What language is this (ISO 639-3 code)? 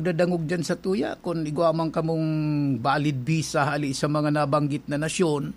bik